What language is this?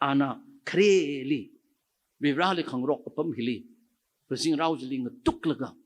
Tangkhul Naga (India)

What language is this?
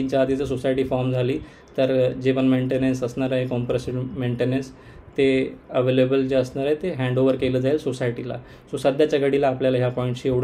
Marathi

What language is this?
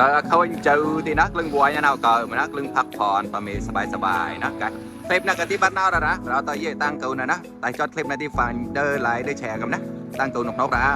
Mon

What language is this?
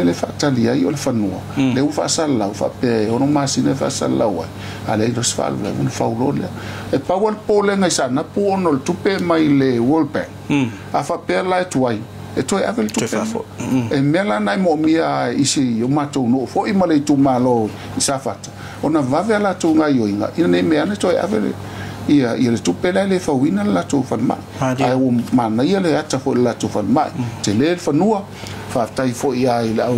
Samoan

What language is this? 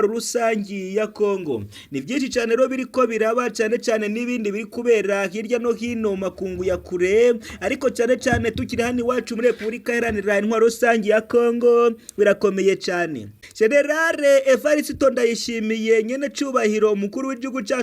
Rundi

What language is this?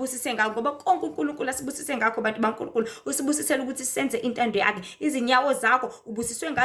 Zulu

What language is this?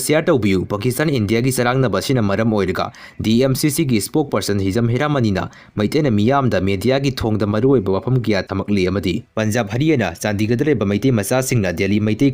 Manipuri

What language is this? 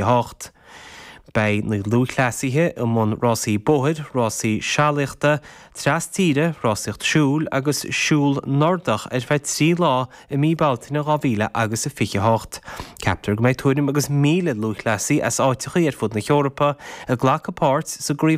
Irish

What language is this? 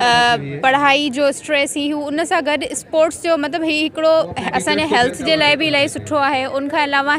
Sindhi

